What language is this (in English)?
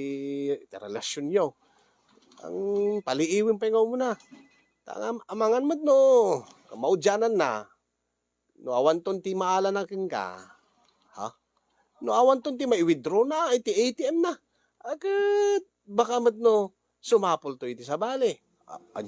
Iloko